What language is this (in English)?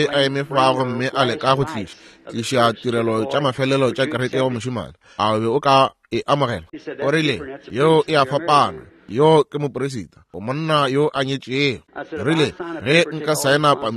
Northern Sotho